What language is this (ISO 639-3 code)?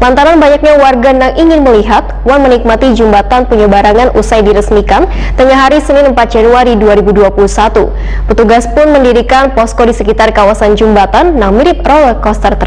bjn